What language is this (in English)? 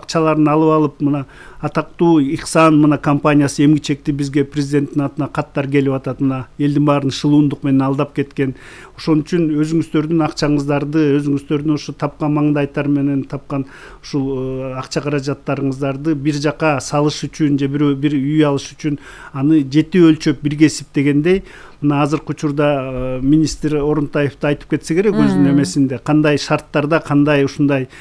Kyrgyz